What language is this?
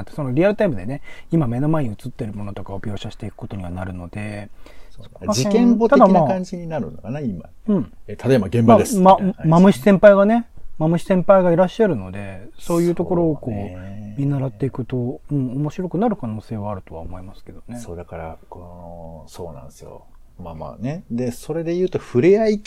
Japanese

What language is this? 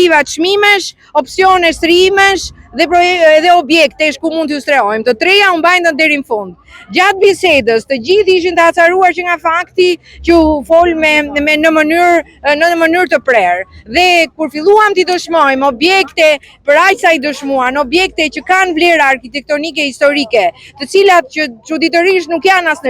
Albanian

